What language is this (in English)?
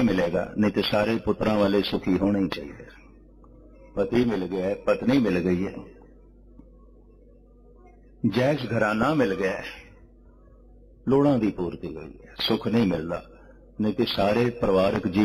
Punjabi